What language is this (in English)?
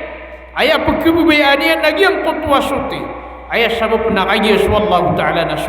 Maranao